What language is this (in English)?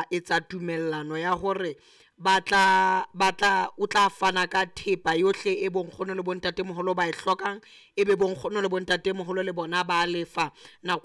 Southern Sotho